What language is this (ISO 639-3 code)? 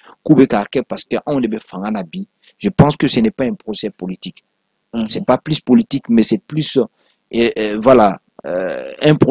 bam